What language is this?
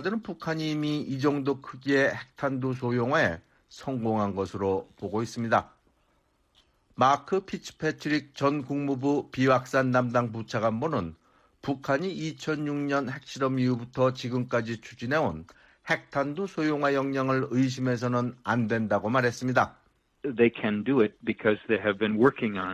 Korean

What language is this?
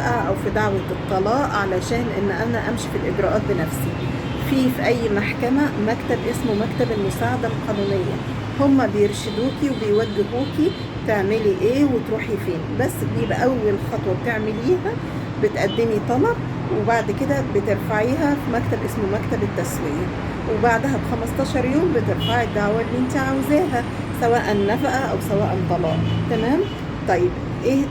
Egyptian Arabic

